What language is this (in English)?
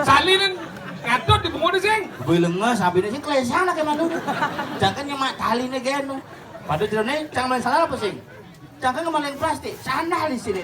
Balinese